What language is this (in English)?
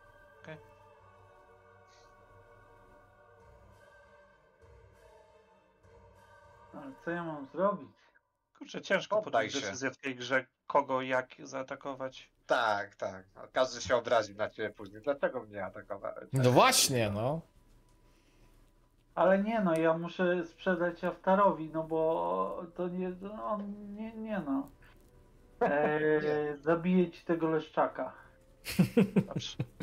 Polish